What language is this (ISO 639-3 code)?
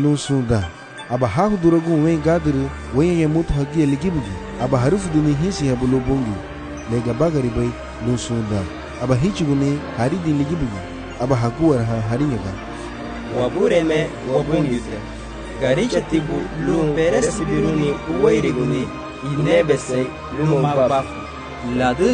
cab